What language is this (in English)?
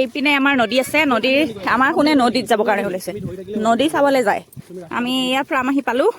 Assamese